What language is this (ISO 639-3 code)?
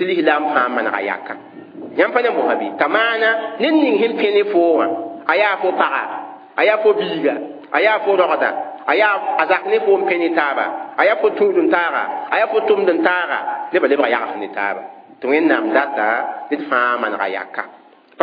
mos